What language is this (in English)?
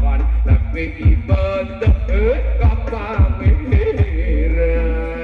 Madurese